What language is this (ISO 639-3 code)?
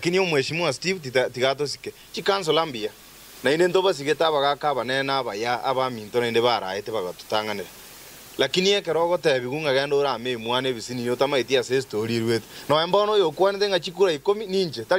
guz